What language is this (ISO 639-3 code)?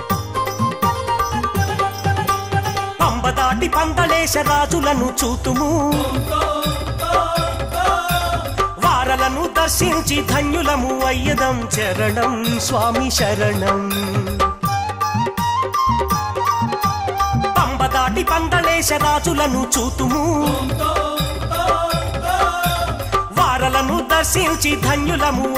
tel